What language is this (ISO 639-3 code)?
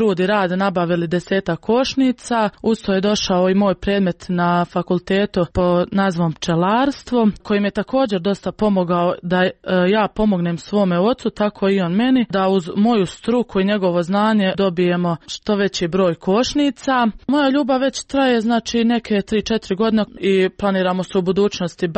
srp